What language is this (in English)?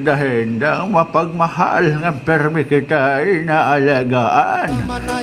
Waray